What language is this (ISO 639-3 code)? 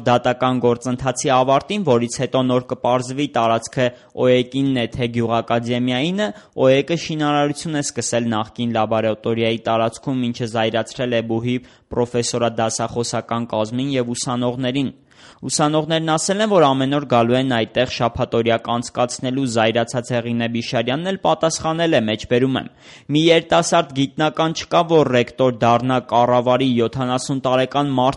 hye